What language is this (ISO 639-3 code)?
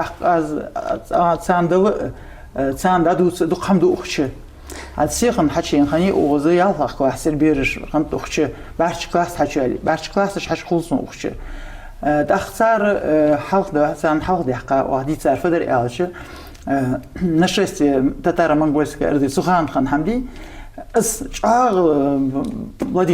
inh